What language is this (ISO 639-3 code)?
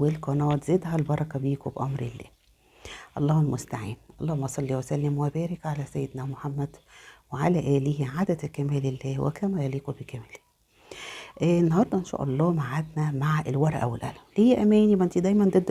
arz